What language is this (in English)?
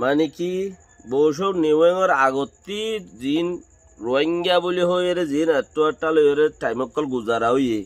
Rohingya